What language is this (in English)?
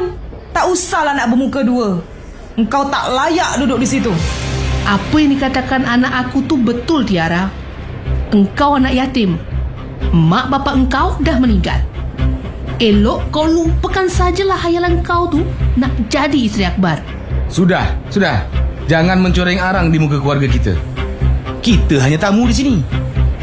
Malay